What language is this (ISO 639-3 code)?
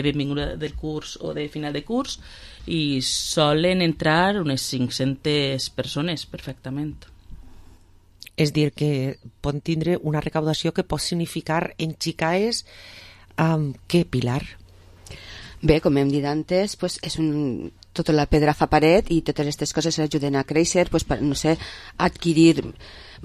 cat